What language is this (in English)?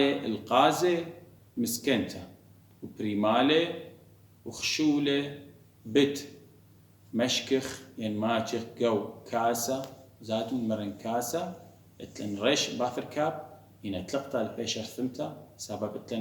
Assyrian Neo-Aramaic